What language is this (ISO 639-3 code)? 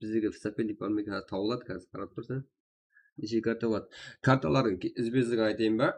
kaa